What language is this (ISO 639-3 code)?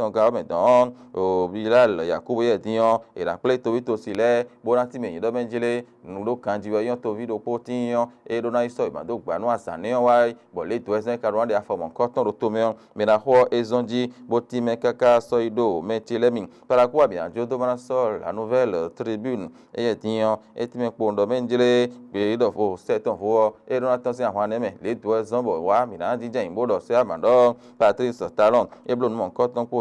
fon